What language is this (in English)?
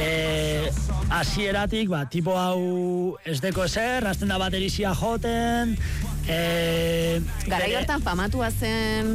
Basque